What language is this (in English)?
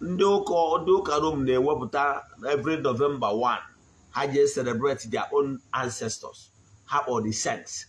Igbo